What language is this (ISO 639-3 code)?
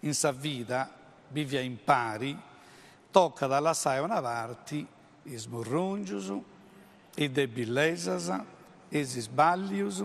srd